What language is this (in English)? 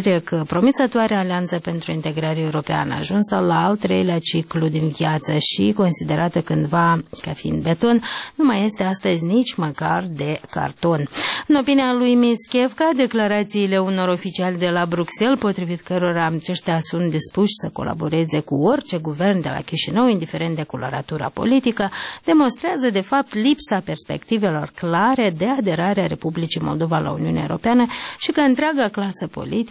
Romanian